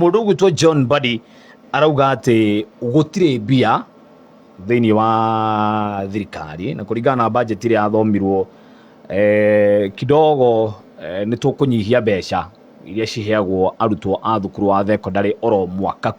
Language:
Kikuyu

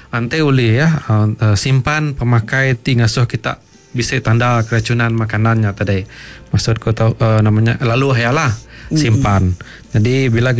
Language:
Iban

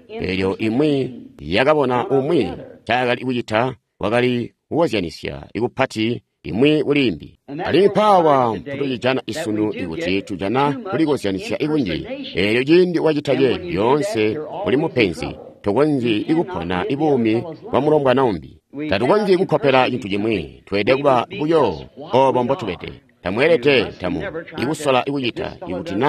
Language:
Tonga (Zambia)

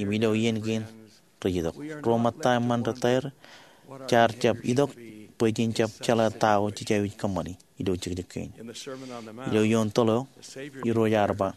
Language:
Marshallese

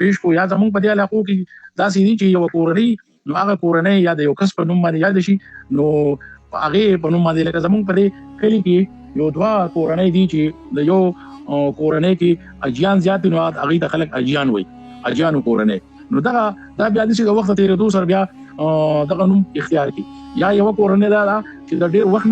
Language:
Pashto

